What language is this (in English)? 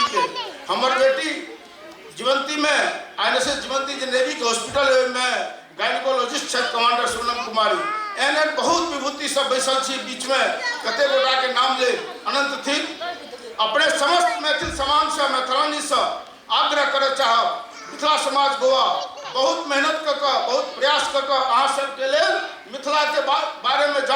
Maithili